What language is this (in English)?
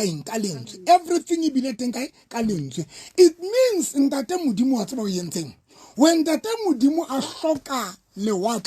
Southern Sotho